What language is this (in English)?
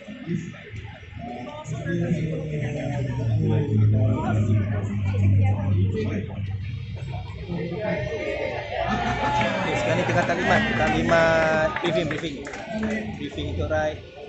Malay